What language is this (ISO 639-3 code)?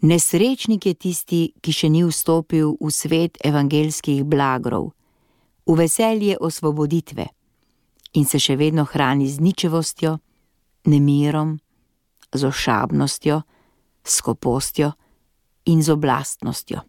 slv